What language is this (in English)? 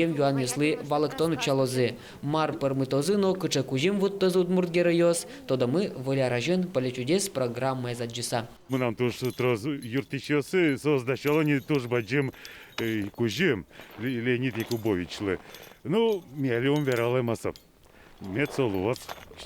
Udmurt